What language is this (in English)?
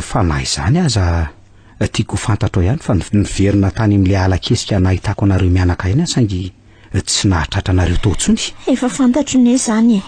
Malagasy